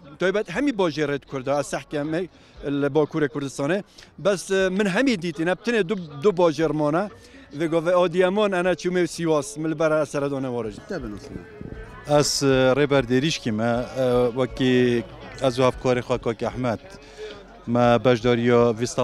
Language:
Kurdish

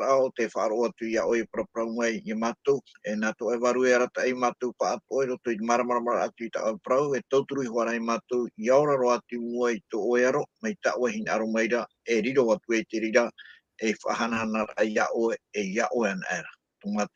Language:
Tahitian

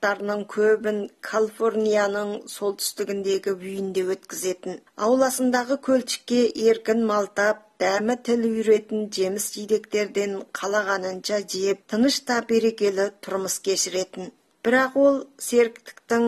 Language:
Kazakh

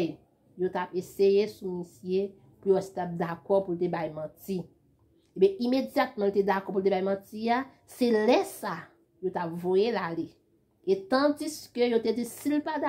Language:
Haitian Creole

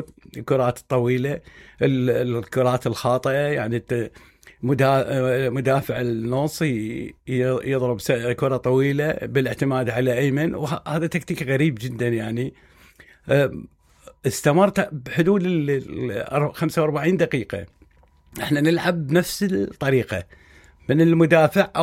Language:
Mesopotamian Arabic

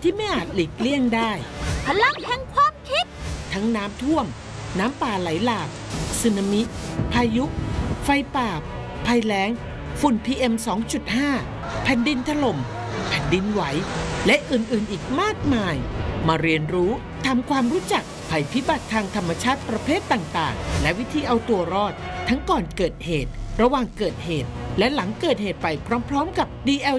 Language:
Thai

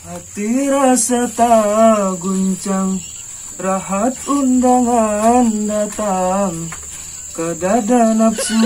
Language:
Banjar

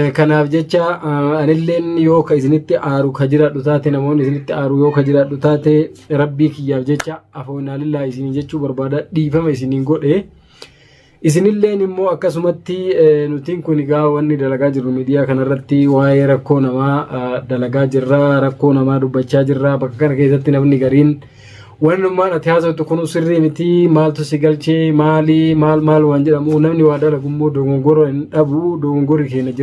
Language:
Oromo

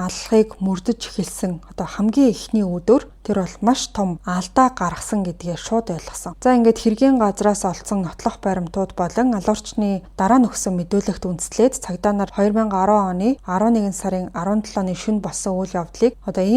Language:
Mongolian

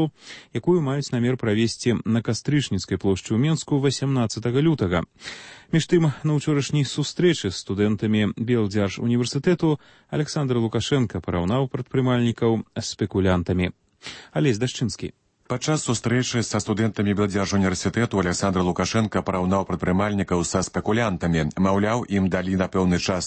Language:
Belarusian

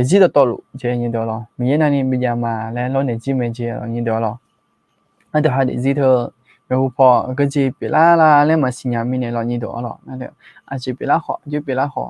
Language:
Akha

